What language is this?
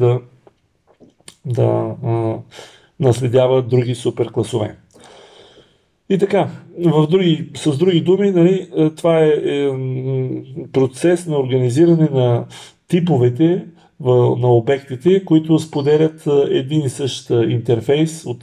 Bulgarian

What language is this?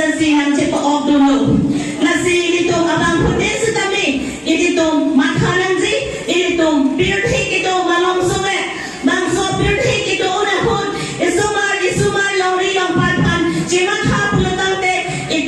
Karbi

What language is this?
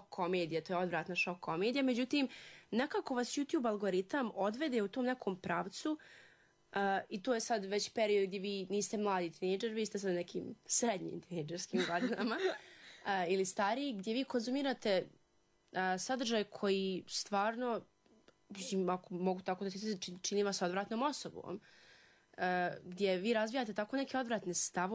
Serbian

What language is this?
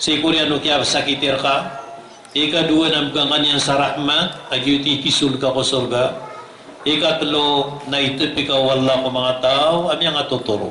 Maranao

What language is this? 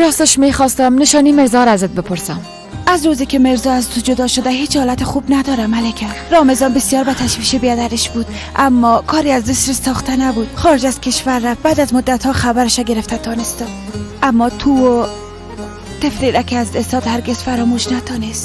Persian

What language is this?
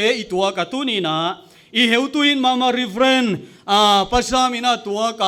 Paite Chin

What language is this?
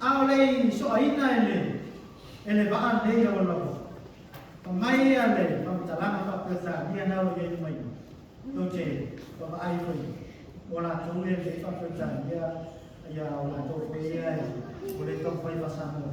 Samoan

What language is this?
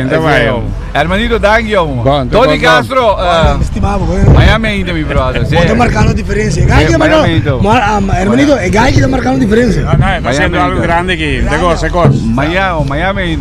Papiamento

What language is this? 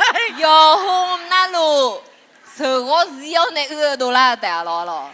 Akha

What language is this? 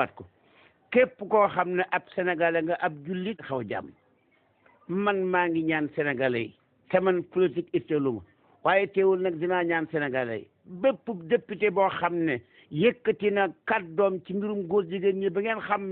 Wolof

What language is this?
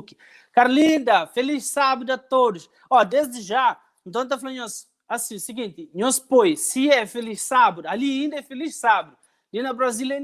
Kabuverdianu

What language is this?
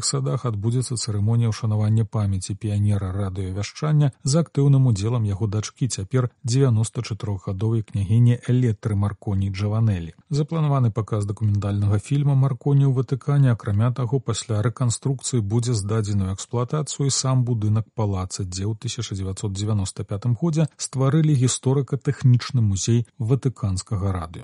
Belarusian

